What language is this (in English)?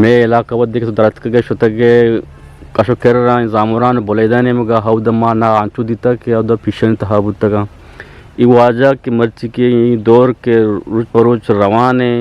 Eastern Balochi